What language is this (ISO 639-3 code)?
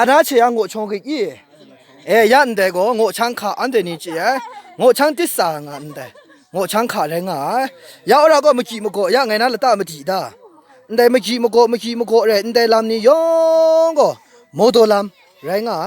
mhx